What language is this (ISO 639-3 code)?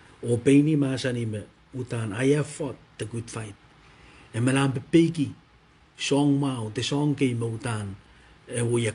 pon